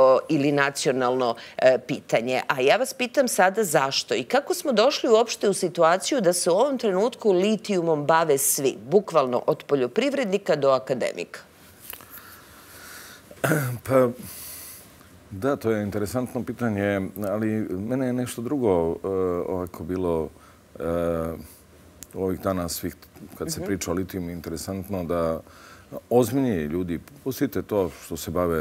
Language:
Serbian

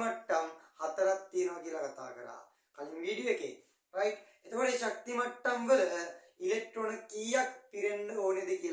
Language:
Sinhala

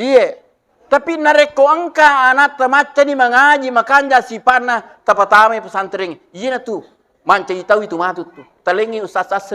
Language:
Buginese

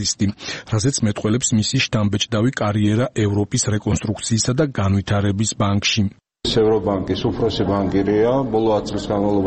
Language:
Georgian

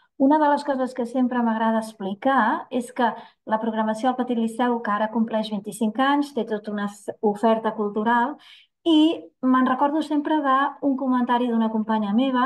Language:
Catalan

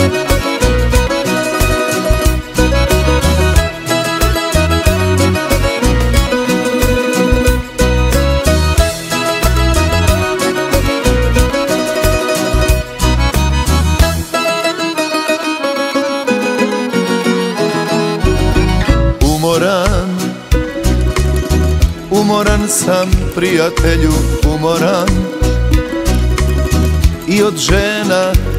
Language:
Croatian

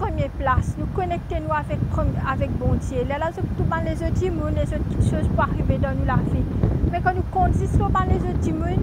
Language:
Morisyen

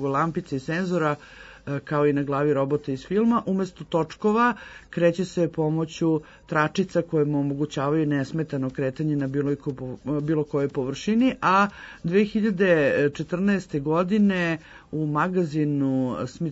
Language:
Serbian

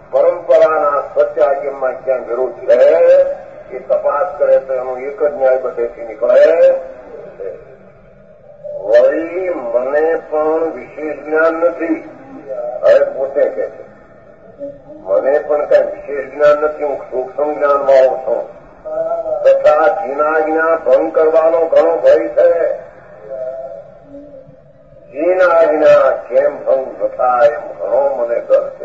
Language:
Gujarati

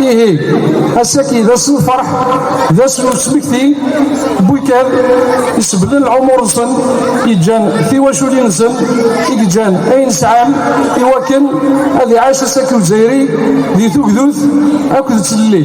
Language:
Kabyle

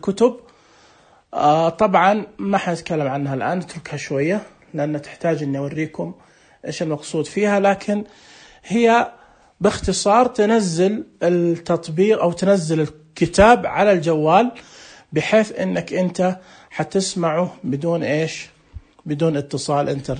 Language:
Najdi Arabic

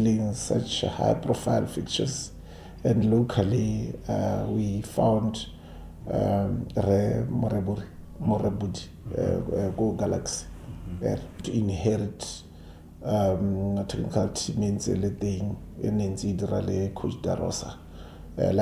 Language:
Tswana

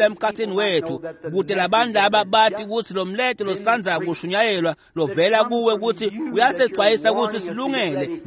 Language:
Swati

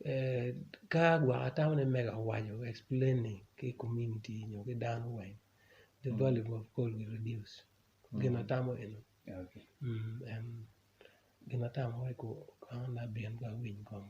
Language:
Acoli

